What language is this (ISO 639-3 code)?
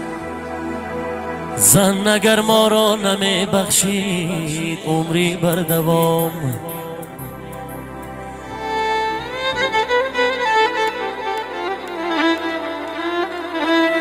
fas